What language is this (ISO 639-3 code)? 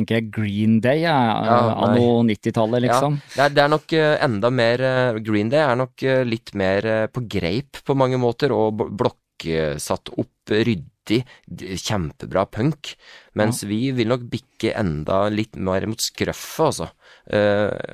nor